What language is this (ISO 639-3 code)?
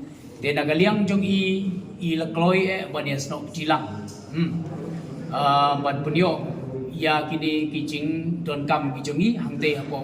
kha